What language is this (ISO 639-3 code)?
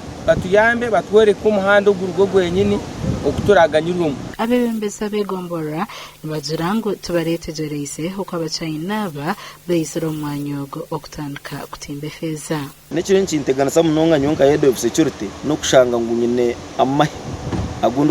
nyn